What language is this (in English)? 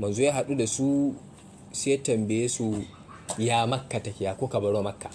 Hausa